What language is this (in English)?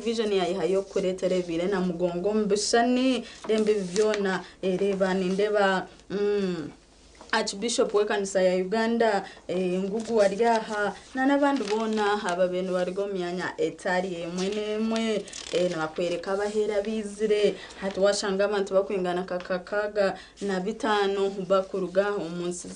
Nyankole